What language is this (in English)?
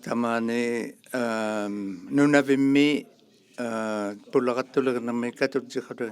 Inuktitut